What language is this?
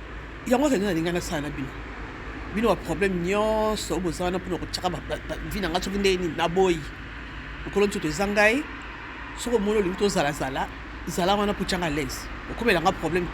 Lingala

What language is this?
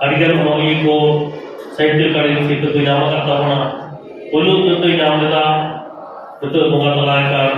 Santali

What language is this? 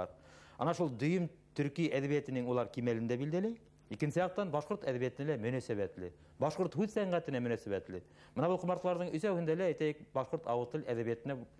Bashkir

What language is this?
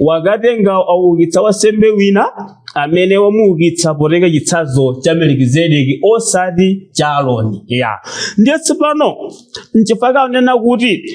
Nyanja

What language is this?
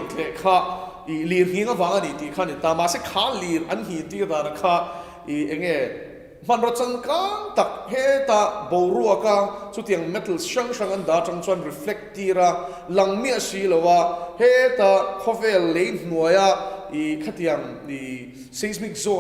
Mizo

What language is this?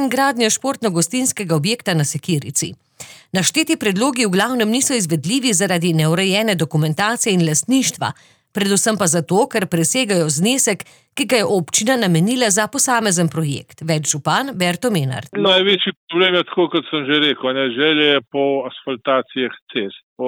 Slovenian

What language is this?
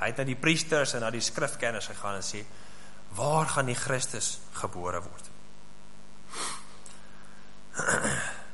Afrikaans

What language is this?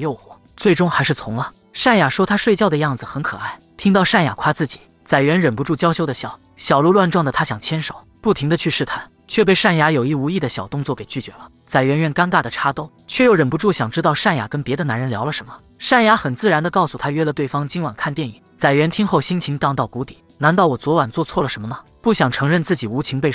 Chinese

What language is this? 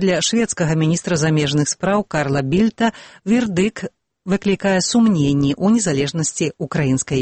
Belarusian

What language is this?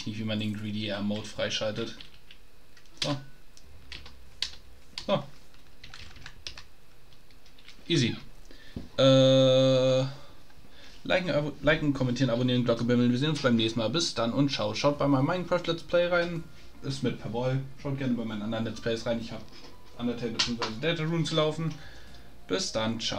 German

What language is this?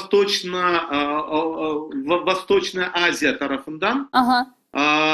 Crimean Tatar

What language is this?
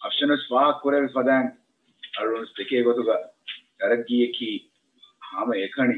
Divehi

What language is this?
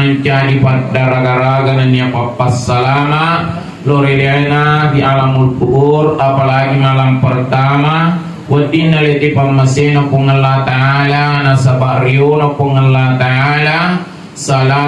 Buginese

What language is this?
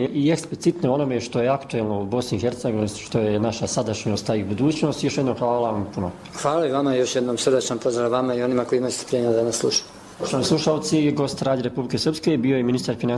Bosnian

